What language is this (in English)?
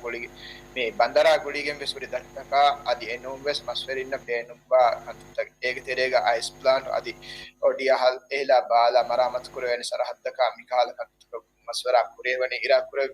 Divehi